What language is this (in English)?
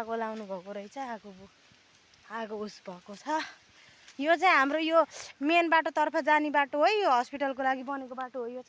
Nepali